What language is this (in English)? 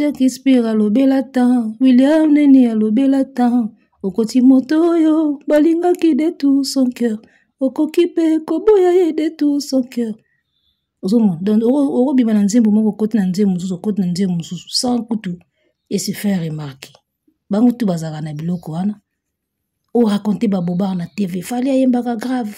Lingala